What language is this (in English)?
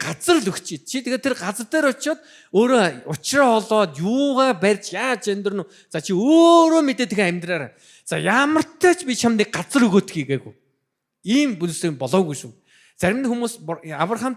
Mongolian